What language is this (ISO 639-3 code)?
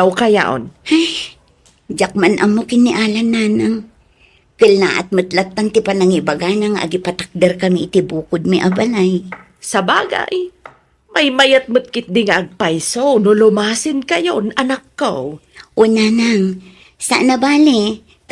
ilo